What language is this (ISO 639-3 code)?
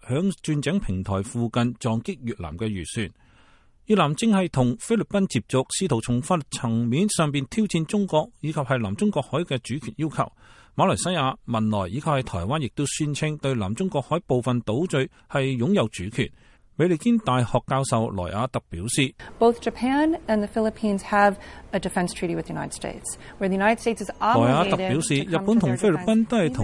yue